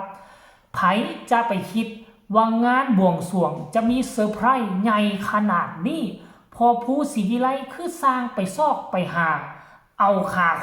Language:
Northeastern Thai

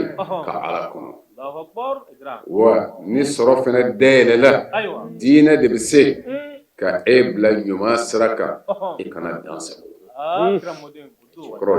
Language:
Bambara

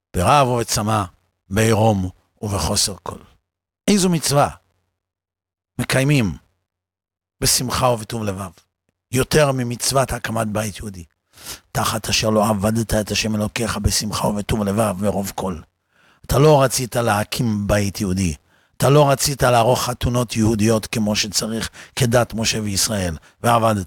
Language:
Hebrew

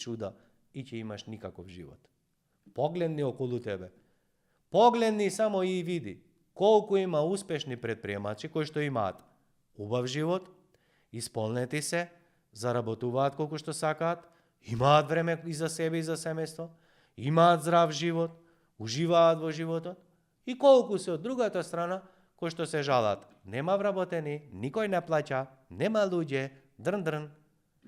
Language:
Macedonian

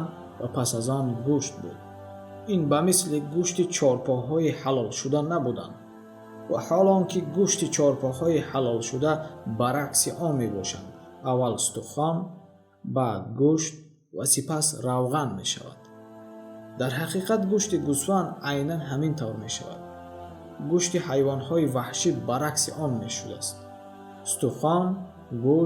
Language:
Tajik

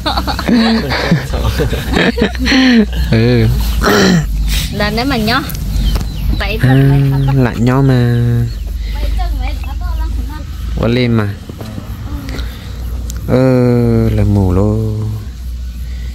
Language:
Vietnamese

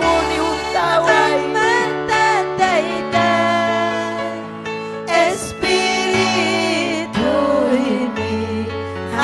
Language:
Ayacucho Quechua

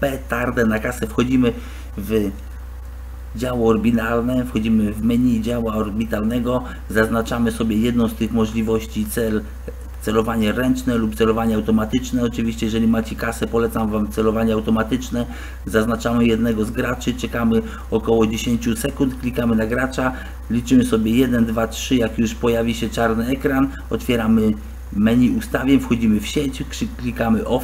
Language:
Polish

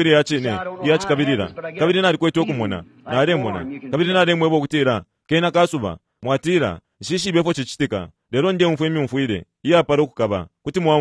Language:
Bemba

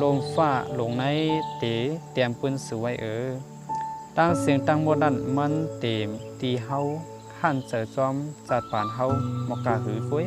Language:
Shan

